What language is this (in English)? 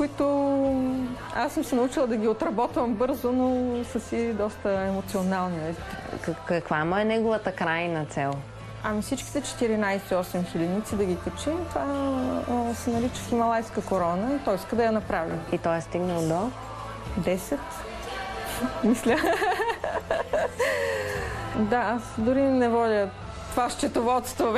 Bulgarian